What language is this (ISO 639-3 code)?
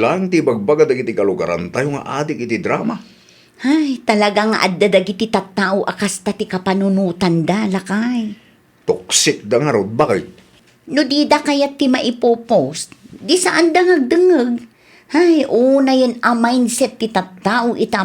ilo